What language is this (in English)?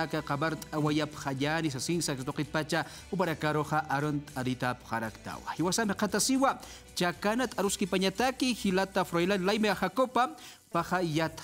Aymara